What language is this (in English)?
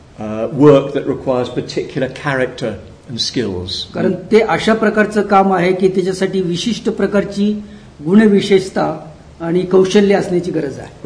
Marathi